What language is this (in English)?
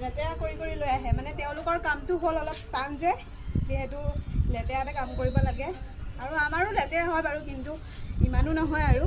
Assamese